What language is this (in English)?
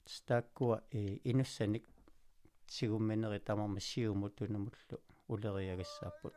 Kalaallisut